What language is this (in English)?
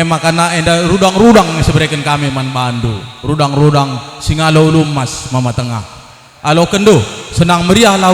Batak Karo